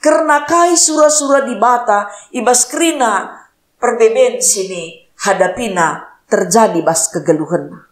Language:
Batak Karo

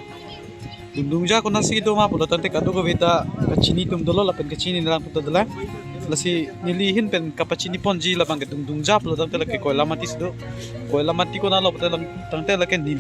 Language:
Karbi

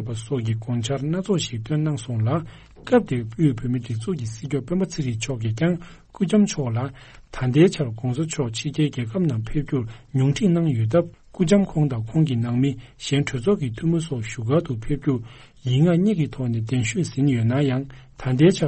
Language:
Tibetan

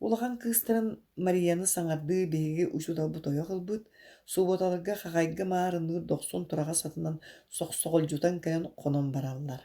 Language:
Yakut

